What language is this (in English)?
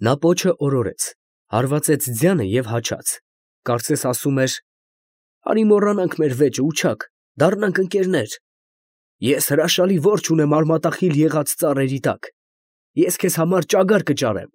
Armenian